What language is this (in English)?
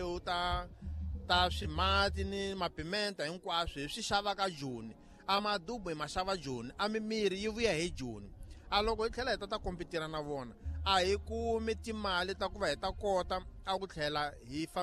Tsonga